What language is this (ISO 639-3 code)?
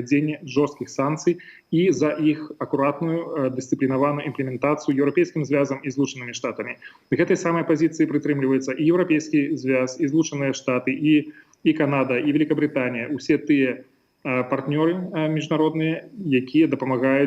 bel